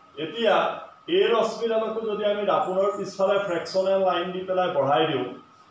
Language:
Assamese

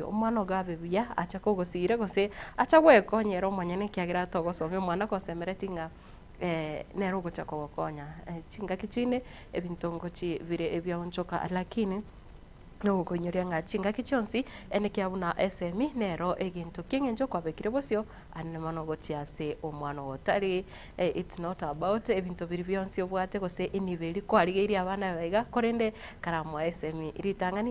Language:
Gusii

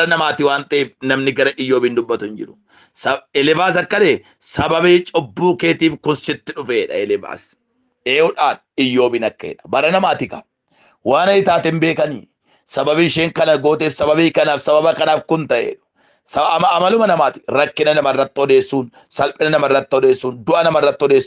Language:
Oromo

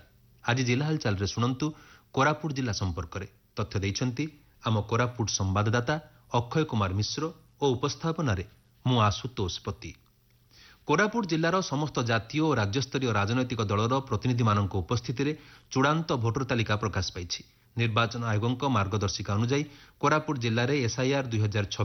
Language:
Odia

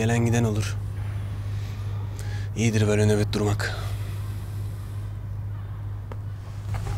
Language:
Turkish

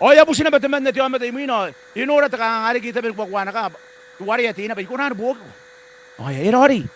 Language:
Gilbertese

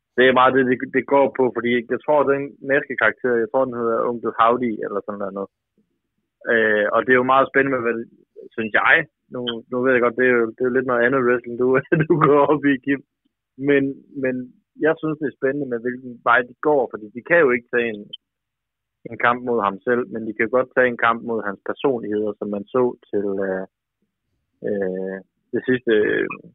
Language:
Danish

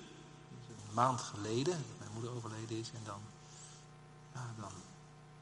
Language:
Dutch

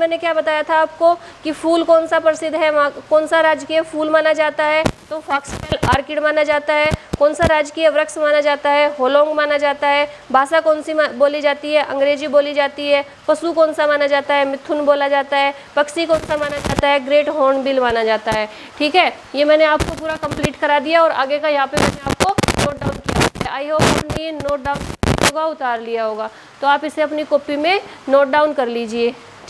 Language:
Hindi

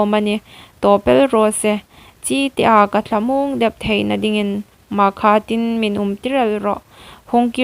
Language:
Hmar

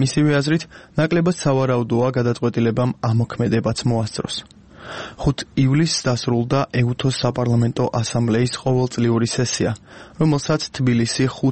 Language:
Georgian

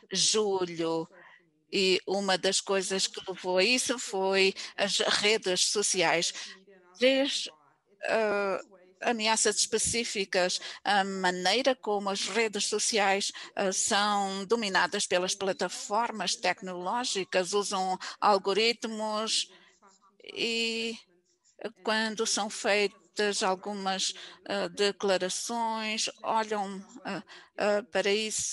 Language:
Portuguese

